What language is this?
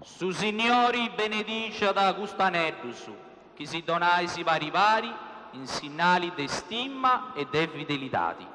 Sardinian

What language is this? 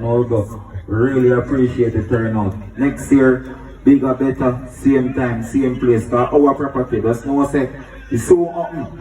Jamaican Creole English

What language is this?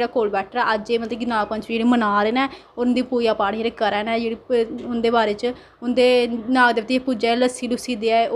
Dogri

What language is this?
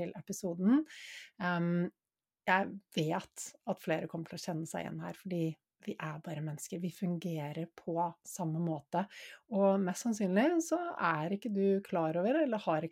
Norwegian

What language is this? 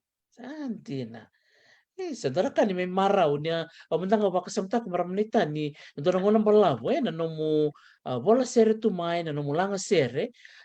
Fijian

